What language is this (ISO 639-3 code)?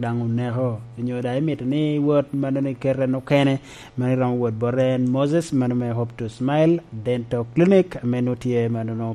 laj